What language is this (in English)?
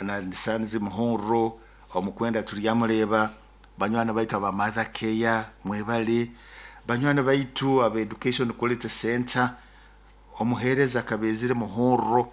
Nyoro